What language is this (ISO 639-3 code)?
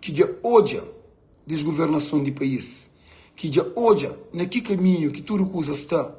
kea